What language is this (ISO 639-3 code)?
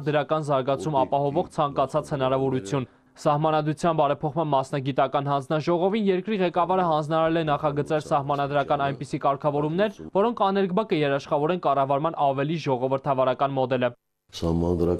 hye